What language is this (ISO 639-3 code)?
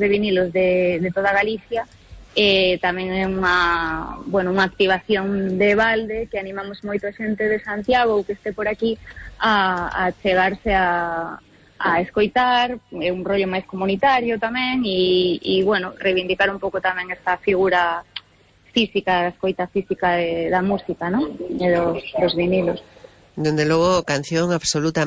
glg